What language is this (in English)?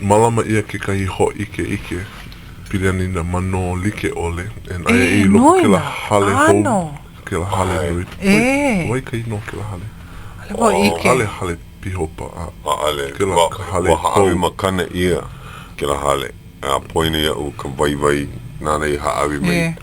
Hawaiian